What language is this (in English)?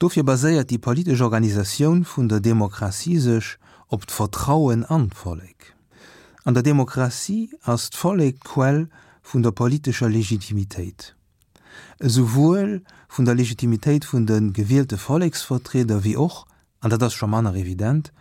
Luxembourgish